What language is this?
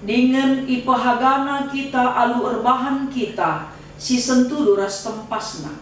Batak Karo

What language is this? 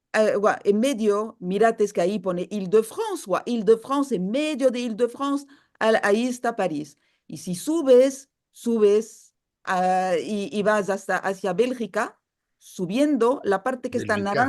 Ladino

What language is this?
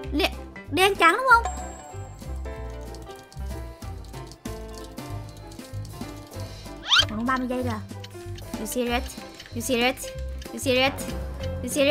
Vietnamese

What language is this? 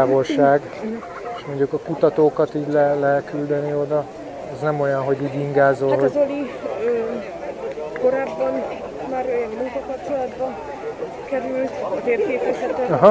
Hungarian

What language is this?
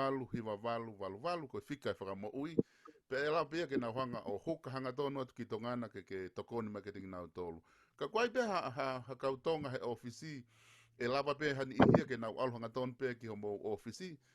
Tongan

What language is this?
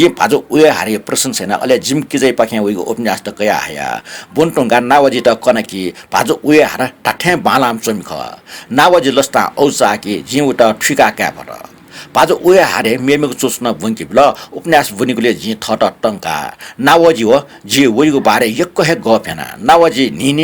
Newari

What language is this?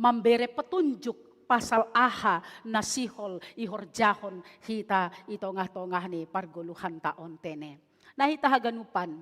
Batak Simalungun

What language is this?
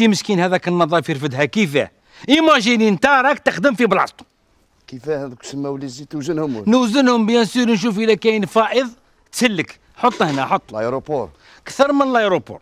Algerian Arabic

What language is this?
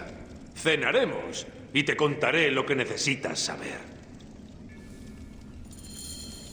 Spanish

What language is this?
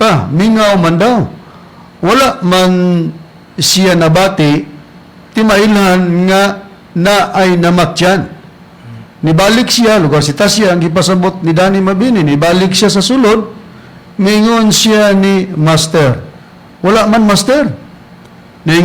Cebuano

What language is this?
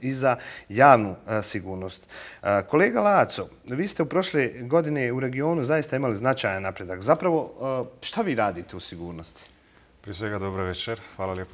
Bosnian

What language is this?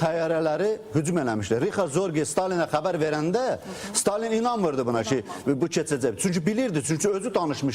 Azerbaijani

